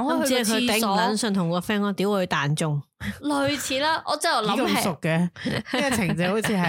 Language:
Cantonese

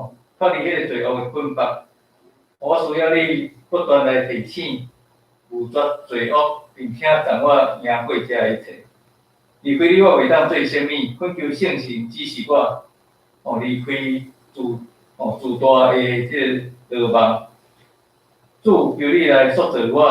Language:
Min Nan Chinese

